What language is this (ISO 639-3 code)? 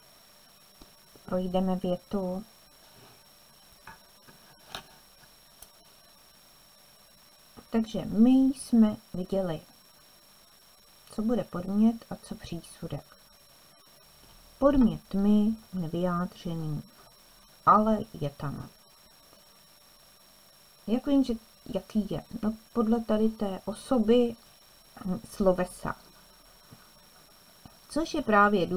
ces